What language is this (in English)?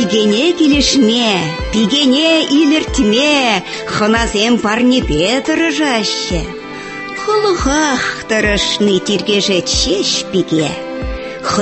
Tatar